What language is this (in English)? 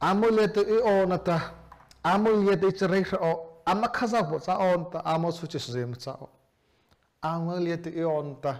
Mara Chin